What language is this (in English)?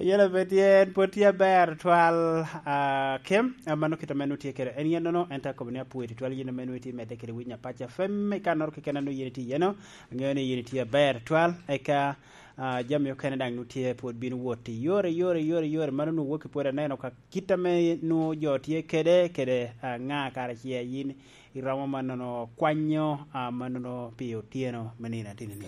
Lango (Uganda)